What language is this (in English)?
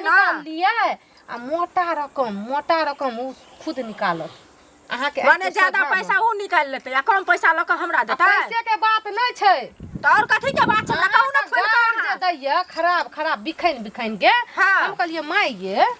Maithili